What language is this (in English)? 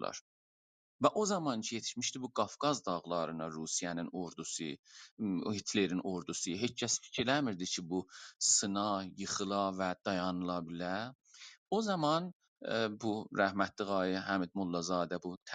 South Azerbaijani